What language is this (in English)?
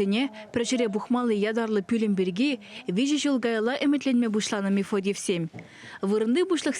Chuvash